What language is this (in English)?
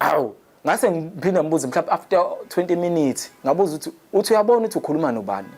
Zulu